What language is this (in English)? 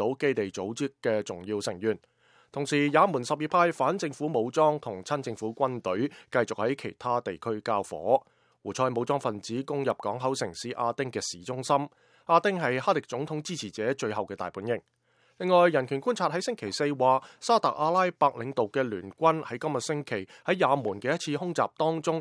Cantonese